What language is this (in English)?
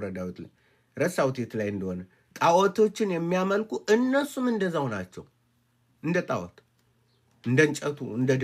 Amharic